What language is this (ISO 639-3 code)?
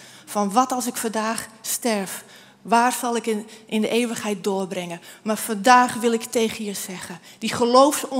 nld